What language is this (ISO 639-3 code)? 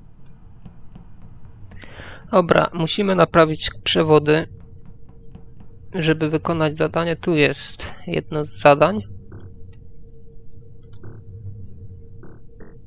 pol